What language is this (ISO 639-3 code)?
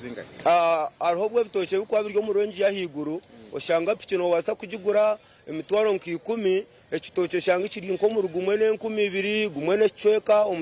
nyn